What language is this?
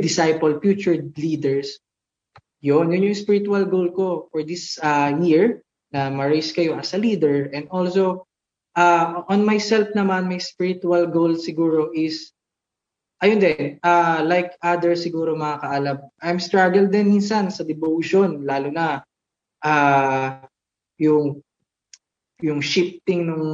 Filipino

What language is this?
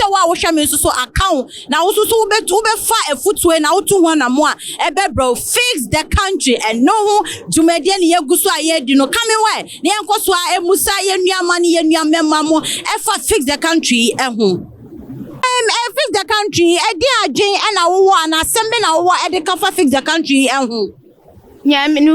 Akan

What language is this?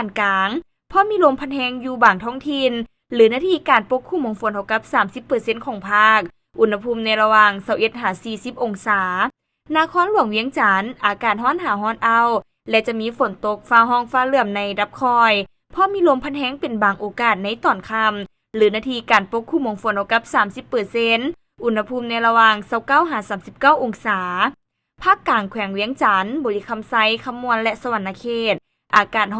Lao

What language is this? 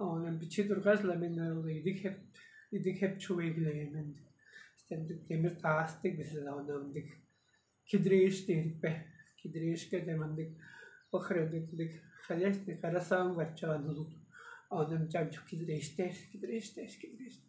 Tuvinian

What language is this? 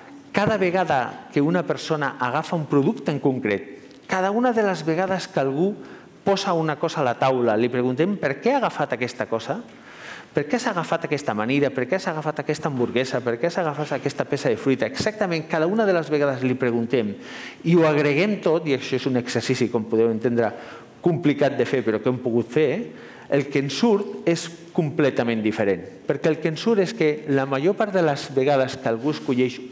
Catalan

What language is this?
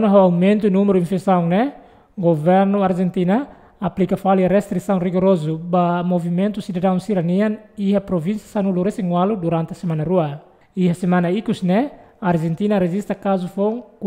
Tetum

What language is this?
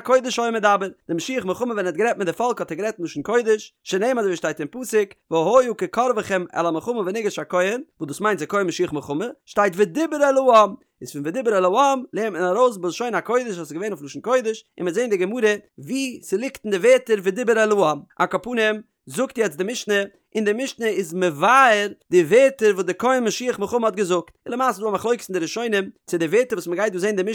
Yiddish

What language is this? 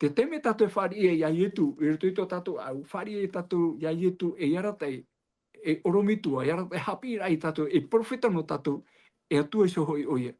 Tahitian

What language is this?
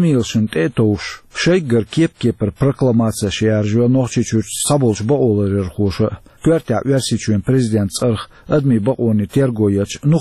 Chechen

